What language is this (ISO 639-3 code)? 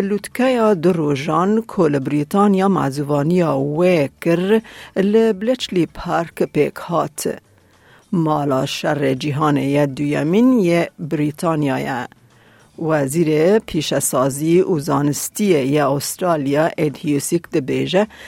kur